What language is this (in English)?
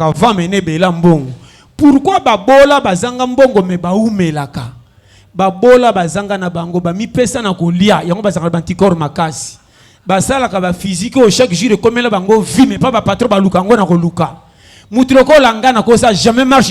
Lingala